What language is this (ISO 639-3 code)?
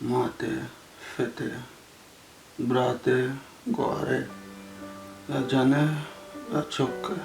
bal